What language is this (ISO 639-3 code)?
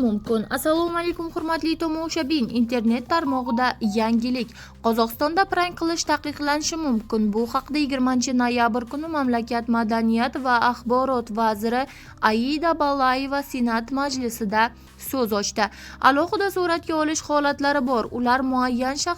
uzb